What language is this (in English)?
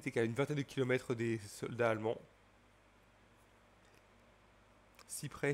French